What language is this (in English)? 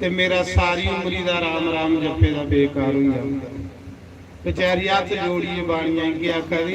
Dogri